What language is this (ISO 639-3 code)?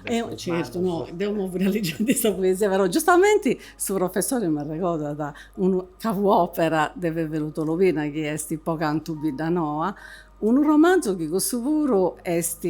srd